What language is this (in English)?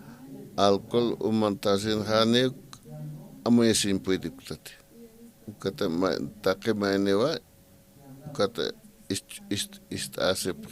Aymara